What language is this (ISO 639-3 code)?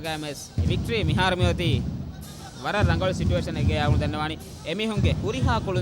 div